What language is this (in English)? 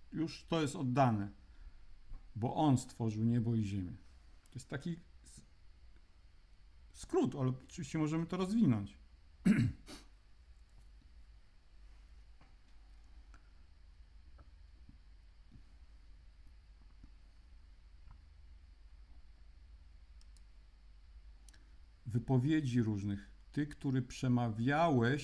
Polish